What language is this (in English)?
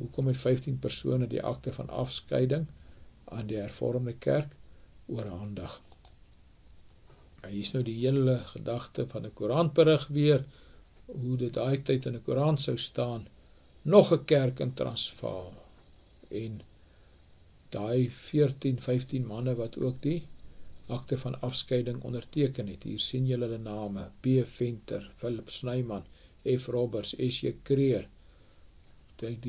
Afrikaans